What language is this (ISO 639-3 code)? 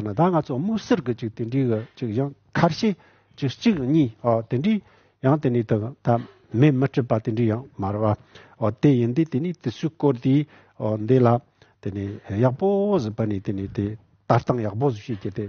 bod